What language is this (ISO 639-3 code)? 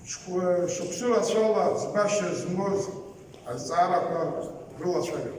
abk